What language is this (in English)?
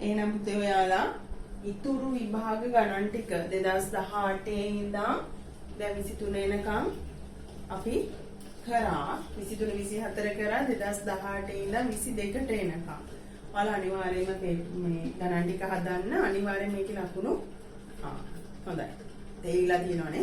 Sinhala